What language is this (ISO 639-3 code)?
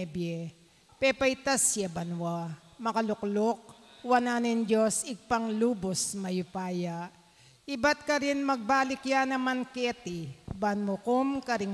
pam